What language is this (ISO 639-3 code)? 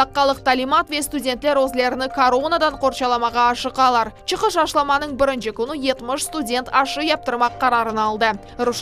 crh